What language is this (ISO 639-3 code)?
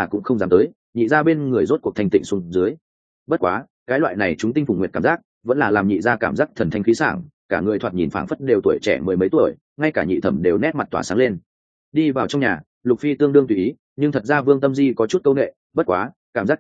vie